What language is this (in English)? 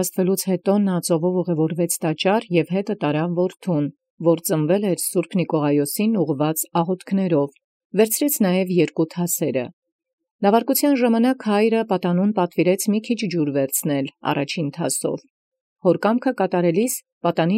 Armenian